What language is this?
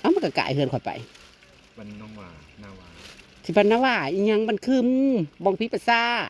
Northeastern Thai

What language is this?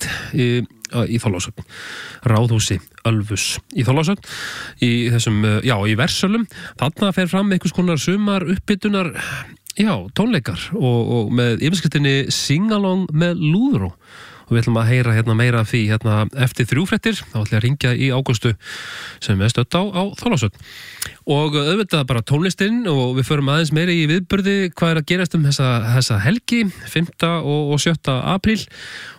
Icelandic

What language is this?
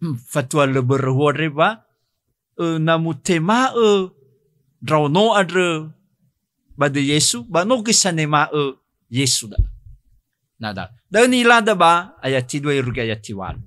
Nias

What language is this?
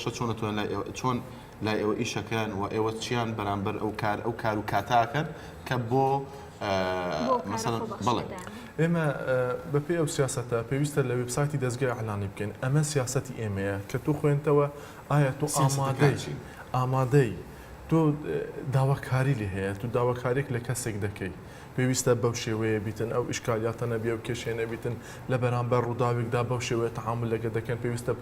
Central Kurdish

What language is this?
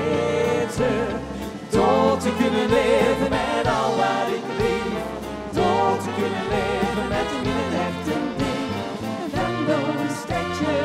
Limburgish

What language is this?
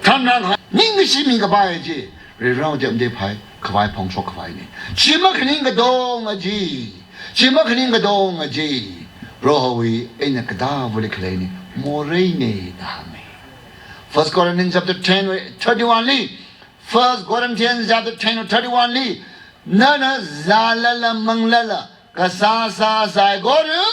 Tangkhul Naga (India)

